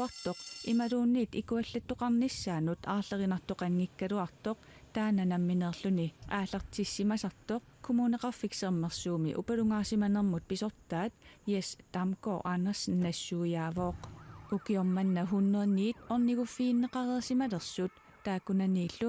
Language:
Kalaallisut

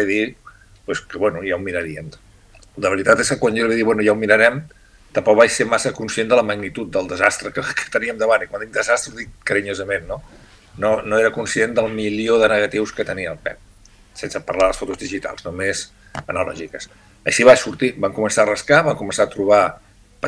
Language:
Catalan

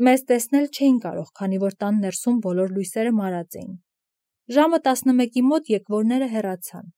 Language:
Armenian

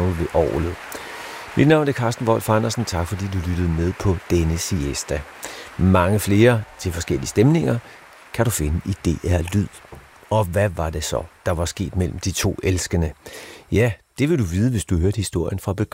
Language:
Danish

